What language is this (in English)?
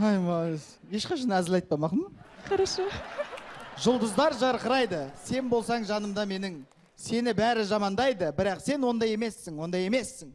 Kazakh